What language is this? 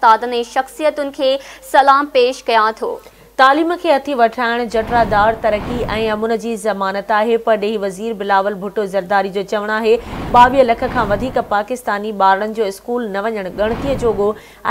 Sindhi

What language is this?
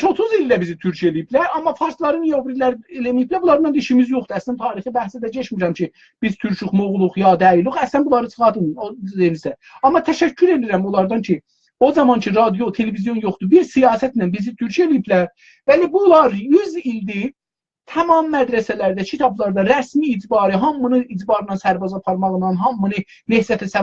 South Azerbaijani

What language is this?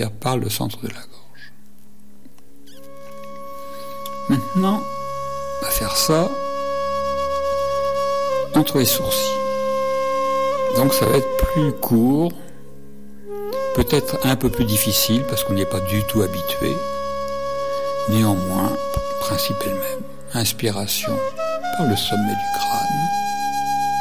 French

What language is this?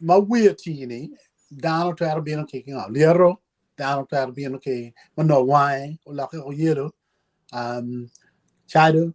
Acoli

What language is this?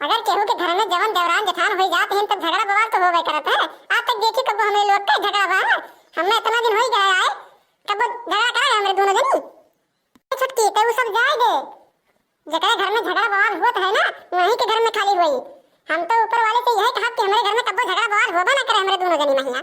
Awadhi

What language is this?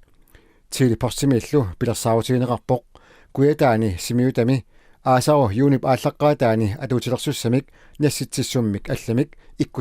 Kalaallisut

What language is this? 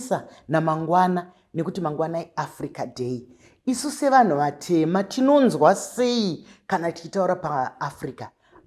Shona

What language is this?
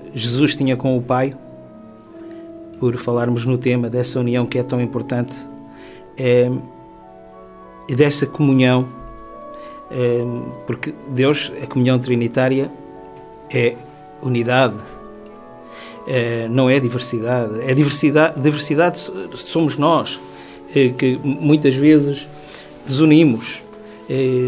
Portuguese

